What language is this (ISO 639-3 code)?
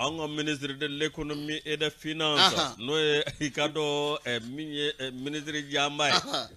bam